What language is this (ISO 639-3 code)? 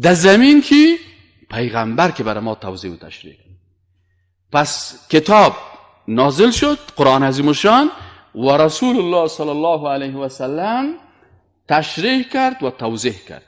fas